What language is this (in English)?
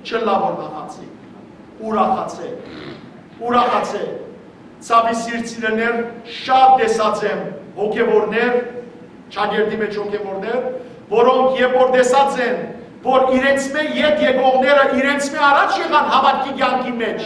Western Armenian